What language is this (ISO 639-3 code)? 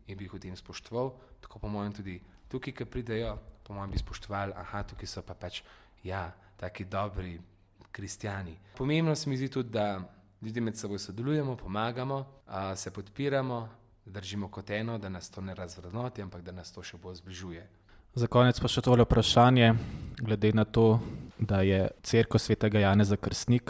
slv